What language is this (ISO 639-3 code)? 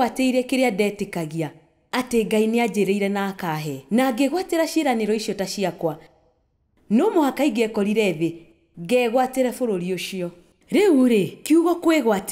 kik